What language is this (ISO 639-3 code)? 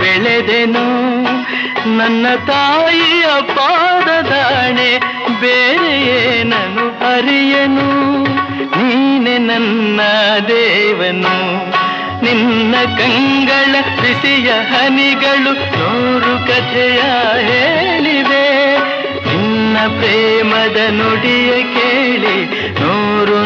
kan